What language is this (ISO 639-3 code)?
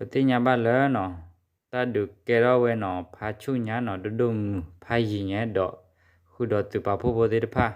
ksw